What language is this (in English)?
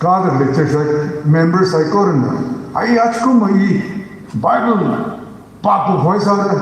Tangkhul Naga (India)